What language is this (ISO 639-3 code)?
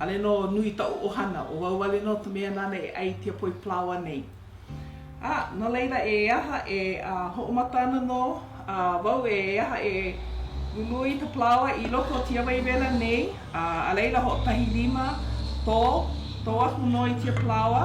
haw